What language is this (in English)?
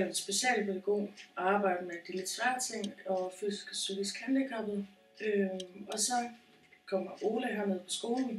Danish